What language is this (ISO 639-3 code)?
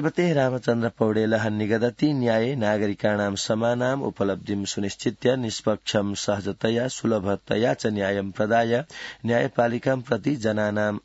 san